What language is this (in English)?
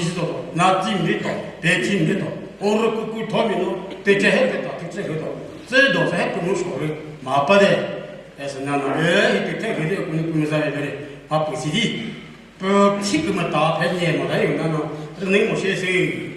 Chokri Naga